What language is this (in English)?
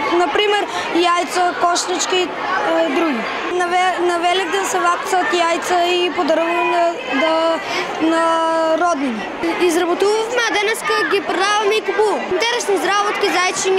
Macedonian